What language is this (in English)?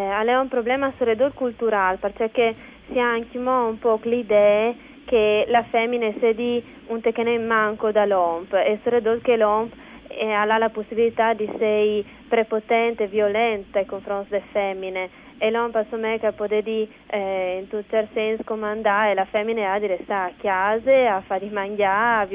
Friulian